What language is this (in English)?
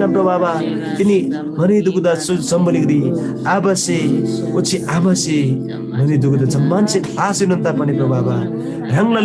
Eastern Tamang